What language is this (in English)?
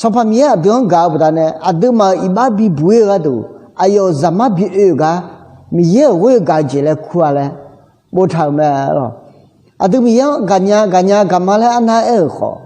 Akha